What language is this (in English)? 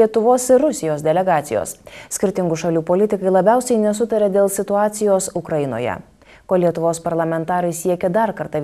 Lithuanian